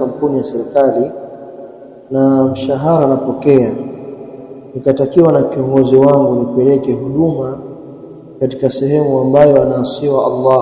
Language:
Swahili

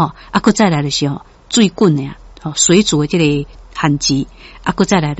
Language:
Min Nan Chinese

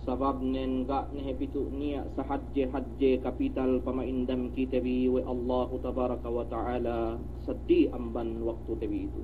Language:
Yakan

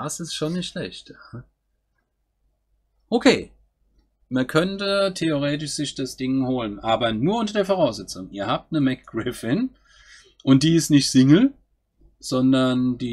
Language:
German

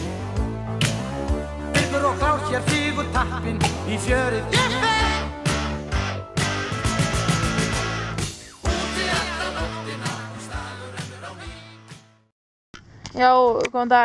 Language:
Icelandic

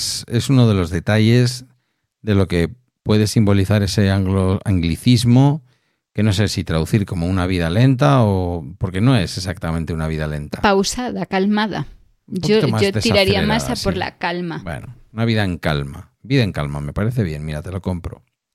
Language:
Spanish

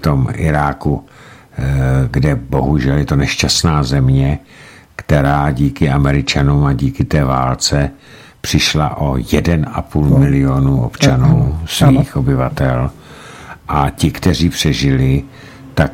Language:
Czech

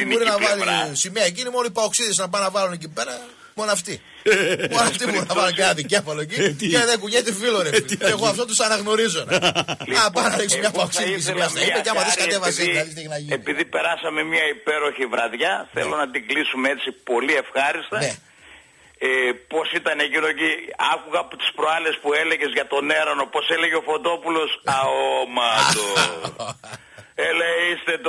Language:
Greek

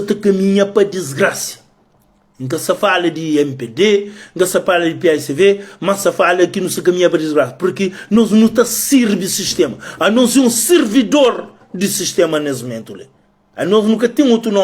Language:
Kabuverdianu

